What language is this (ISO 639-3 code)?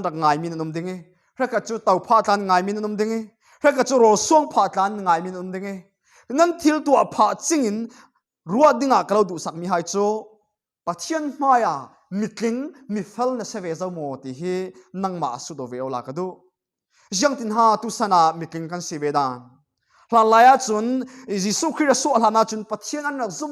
cfm